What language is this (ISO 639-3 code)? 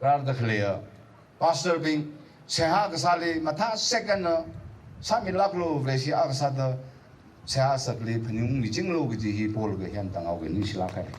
nmf